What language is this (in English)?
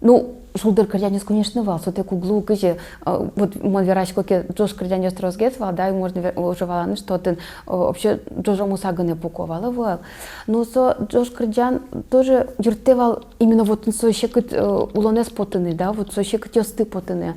Udmurt